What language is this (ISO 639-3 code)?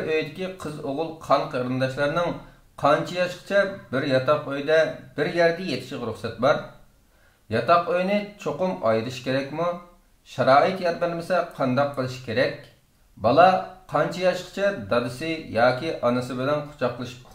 uig